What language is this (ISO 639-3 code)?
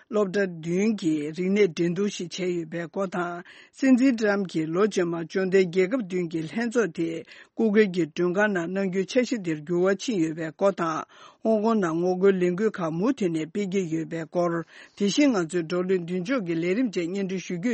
bod